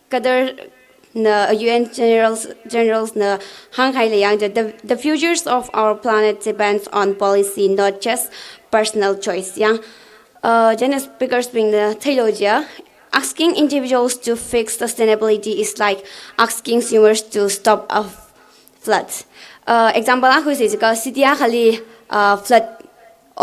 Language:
Tangkhul Naga (India)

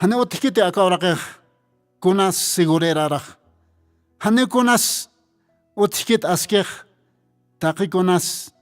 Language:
Aymara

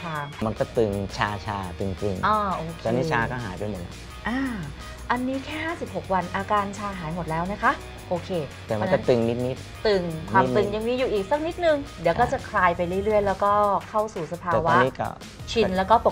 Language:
Thai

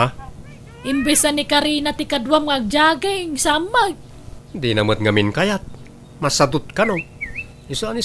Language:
Iloko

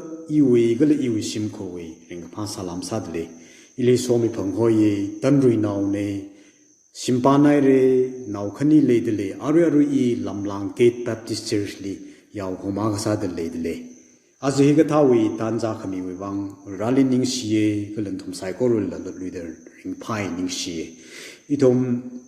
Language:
Tangkhul Naga (India)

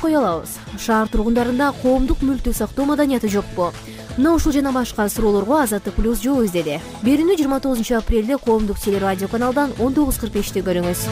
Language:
Kyrgyz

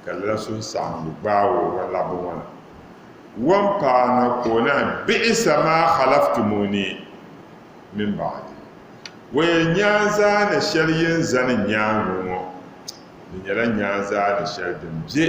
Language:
Dagbani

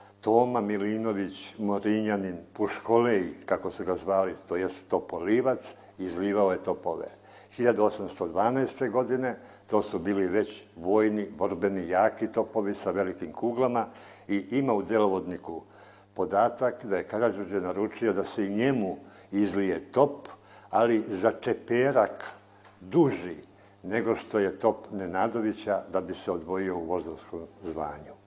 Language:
Serbian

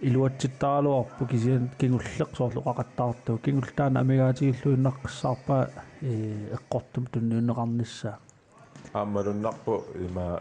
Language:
Kalaallisut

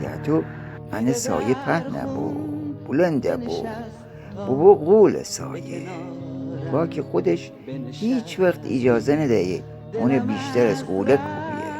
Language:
Gilaki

